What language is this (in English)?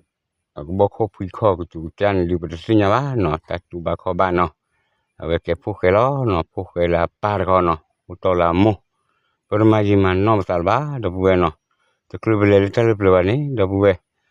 S'gaw Karen